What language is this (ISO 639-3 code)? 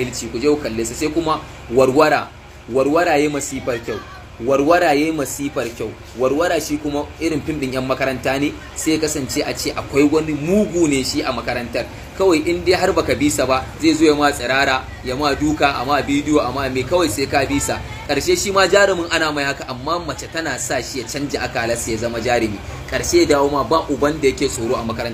hau